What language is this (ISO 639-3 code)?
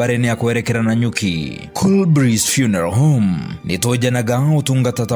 mer